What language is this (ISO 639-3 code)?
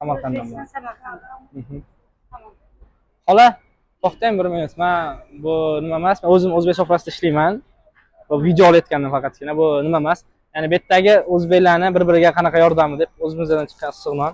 uzb